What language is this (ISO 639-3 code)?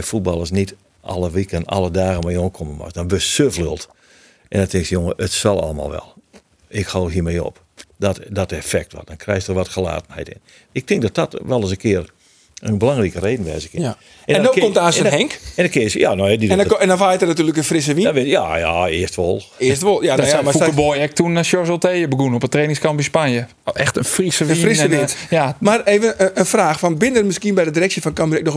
fry